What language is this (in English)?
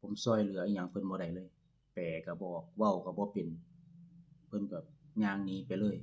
Lao